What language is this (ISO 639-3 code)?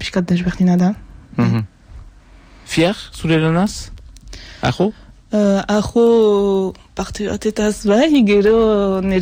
eus